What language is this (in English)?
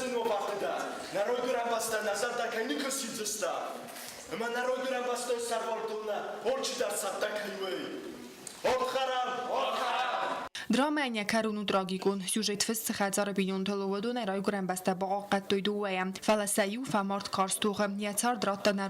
Ossetic